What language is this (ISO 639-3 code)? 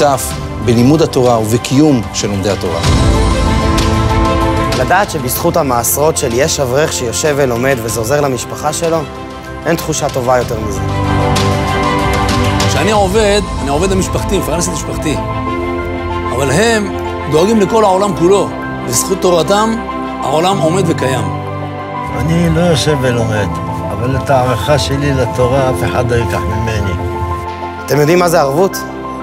heb